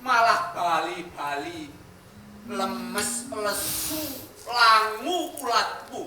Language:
Javanese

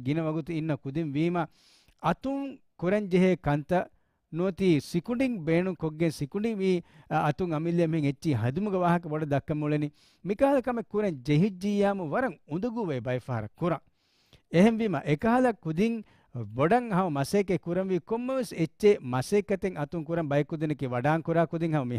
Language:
Divehi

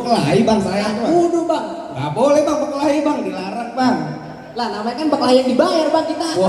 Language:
Betawi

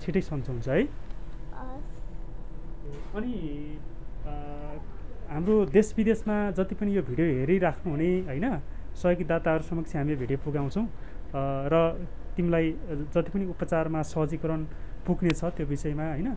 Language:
Nepali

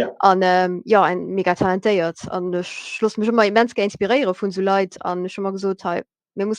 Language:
Luxembourgish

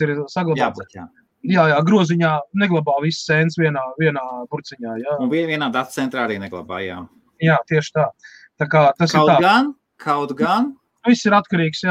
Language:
Latvian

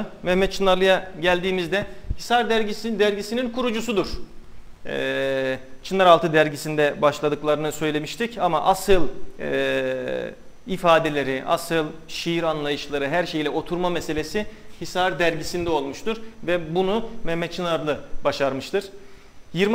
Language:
Turkish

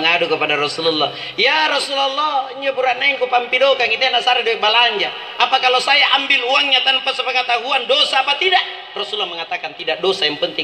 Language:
Makasar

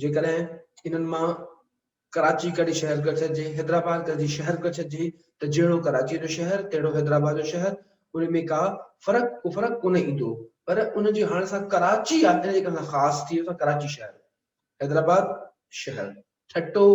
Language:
Sindhi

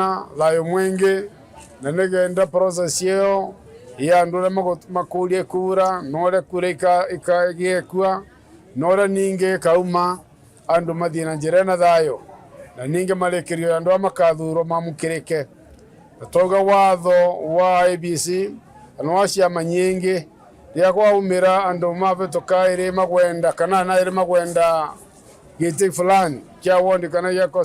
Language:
Meru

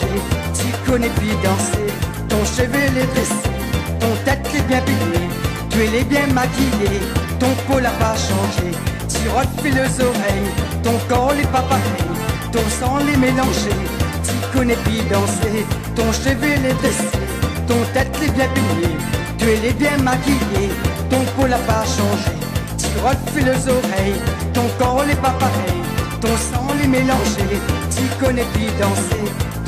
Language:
Réunion Creole French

